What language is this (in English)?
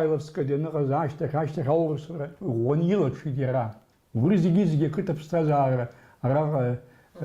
Abkhazian